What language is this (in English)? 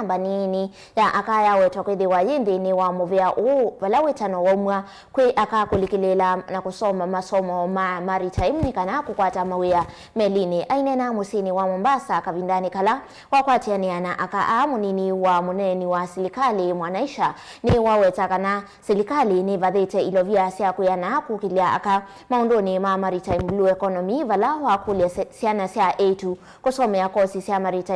Kamba